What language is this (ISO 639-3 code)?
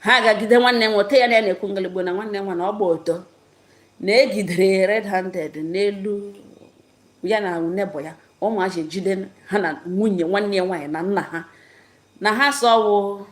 ibo